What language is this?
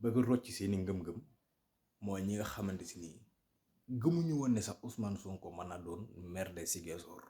Wolof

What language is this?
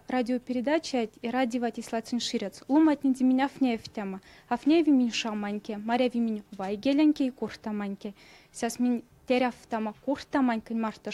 Erzya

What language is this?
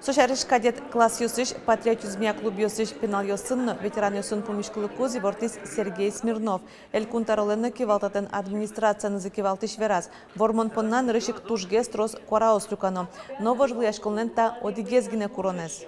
Udmurt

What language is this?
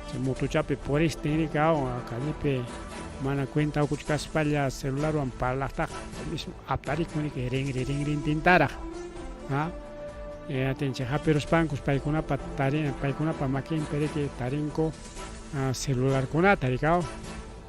Ayacucho Quechua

